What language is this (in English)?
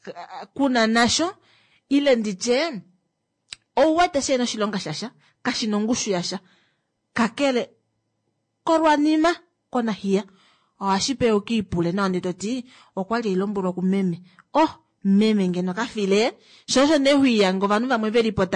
Kuanyama